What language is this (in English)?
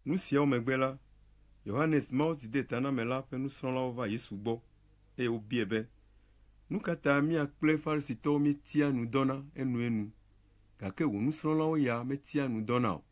Ewe